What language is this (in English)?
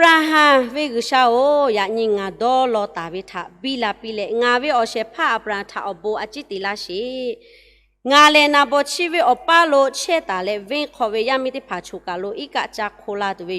Lahu